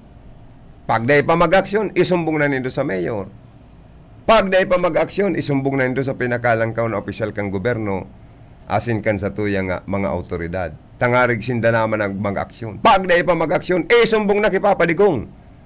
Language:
Bikol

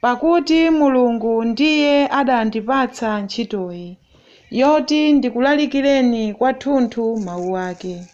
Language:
Nyanja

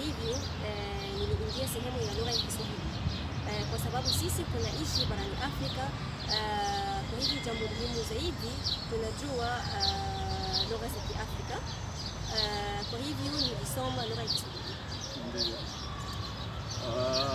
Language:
Swahili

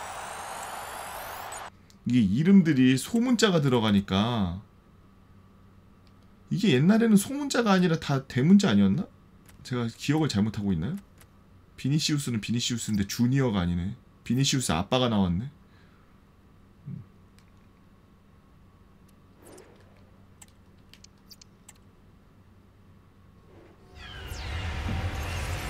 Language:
Korean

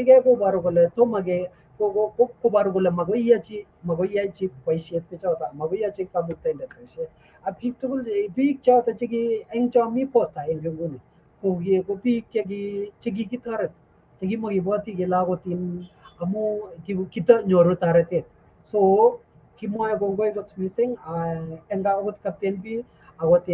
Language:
Kalenjin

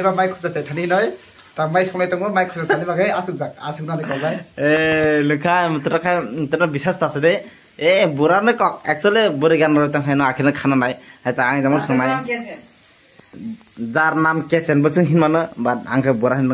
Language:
Kok Borok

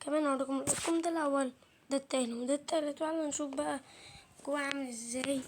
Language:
Egyptian Arabic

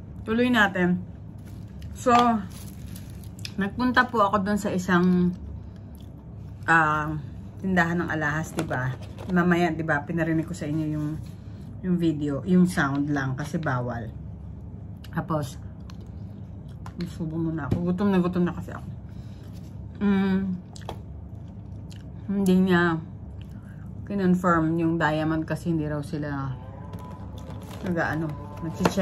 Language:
Filipino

